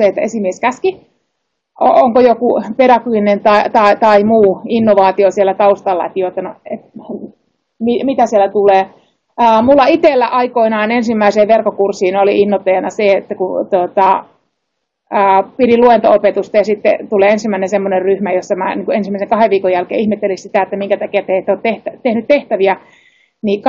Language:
Finnish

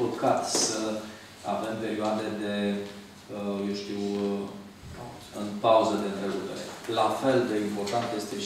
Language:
Romanian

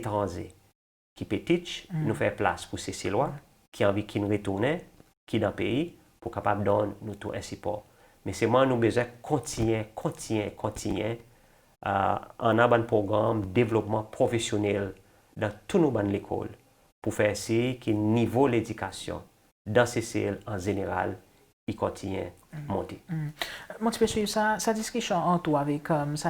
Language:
Seselwa Creole French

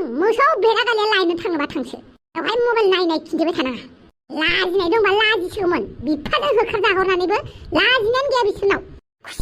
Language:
Bodo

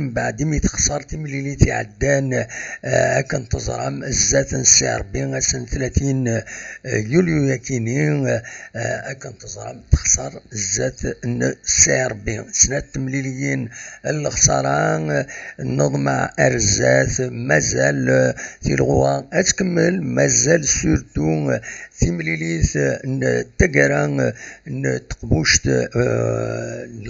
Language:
Kabyle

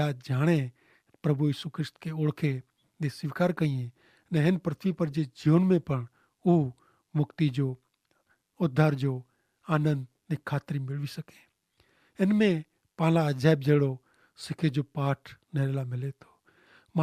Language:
Kachhi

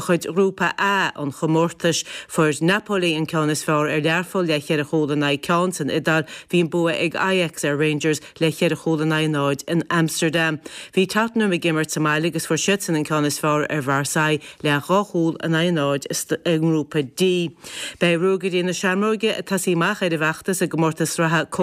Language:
Irish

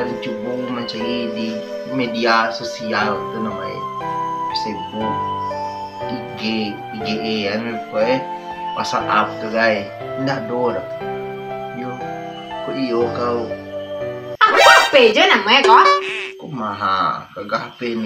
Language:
Minangkabau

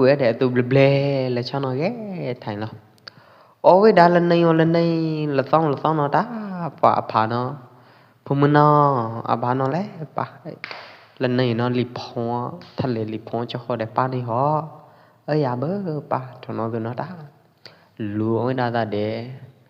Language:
Pwo Eastern Karen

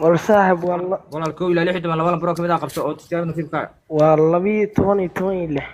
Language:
Somali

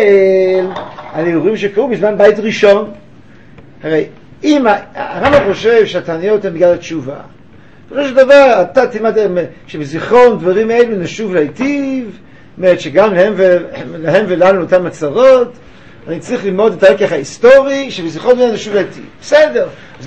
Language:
Hebrew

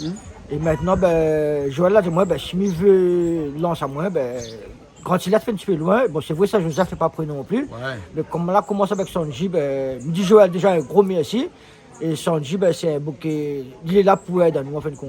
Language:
Réunion Creole French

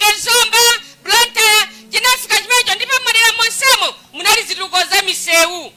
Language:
Nyanja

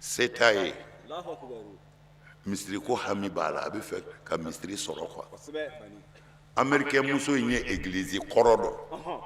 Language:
Bambara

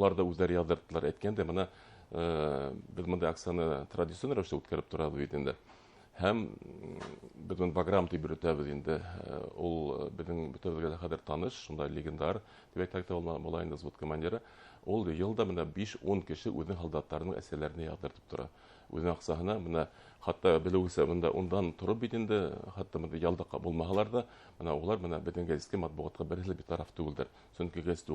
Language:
Bashkir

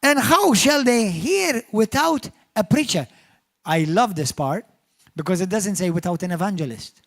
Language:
English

